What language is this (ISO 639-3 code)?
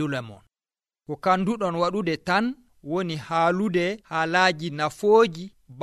fuv